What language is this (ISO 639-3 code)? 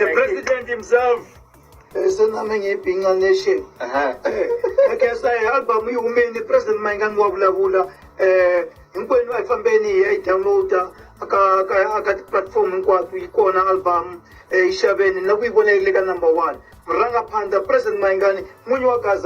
tso